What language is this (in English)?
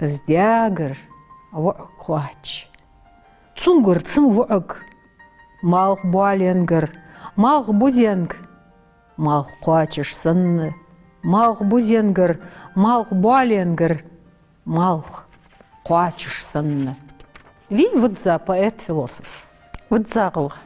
Ingush